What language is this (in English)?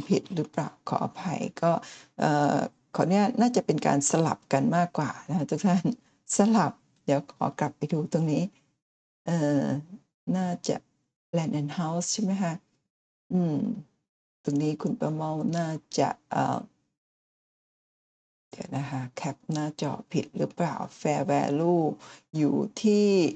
Thai